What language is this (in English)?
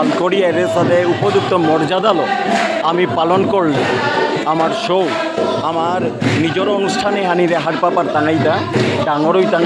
Bishnupriya